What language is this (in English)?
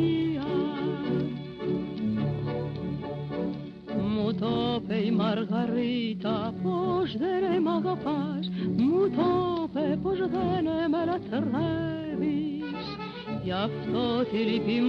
Greek